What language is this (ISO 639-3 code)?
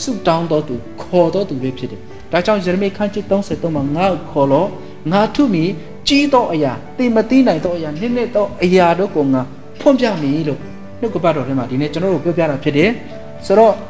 mya